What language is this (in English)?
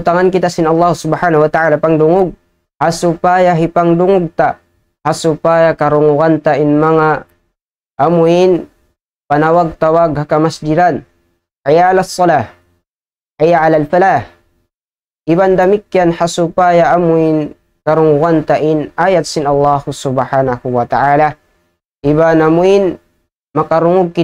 Tausug